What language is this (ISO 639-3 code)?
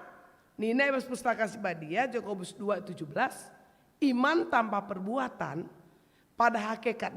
btx